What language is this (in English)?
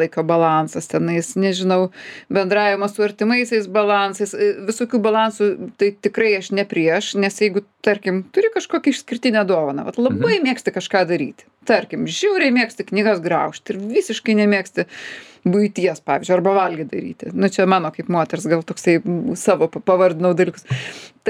Lithuanian